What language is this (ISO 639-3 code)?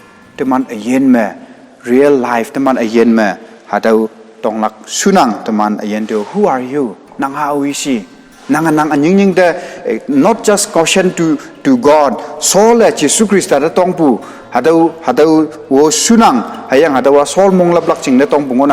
nbe